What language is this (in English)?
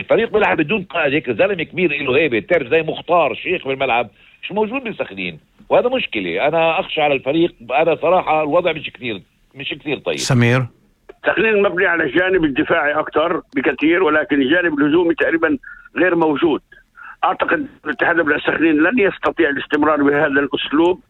North Levantine Arabic